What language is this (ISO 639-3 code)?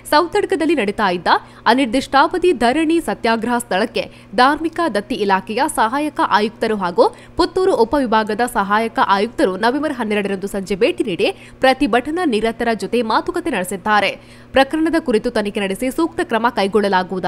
kan